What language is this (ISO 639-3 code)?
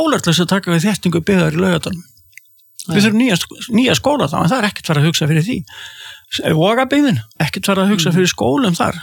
isl